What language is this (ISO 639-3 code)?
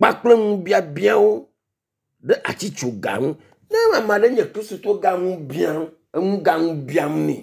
ewe